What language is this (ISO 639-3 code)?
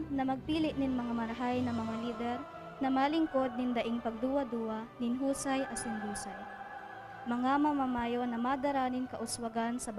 bik